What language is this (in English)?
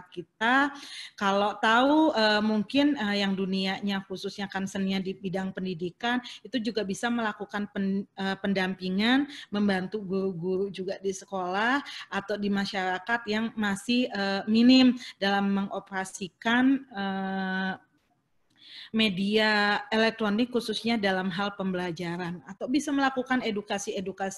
Indonesian